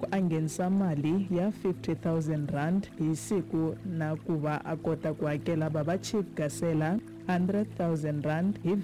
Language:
Tsonga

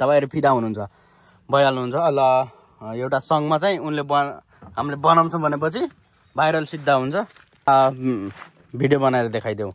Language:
Nepali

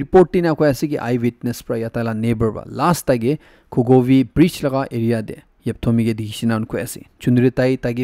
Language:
Naga Pidgin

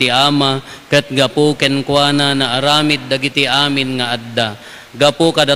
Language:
Iloko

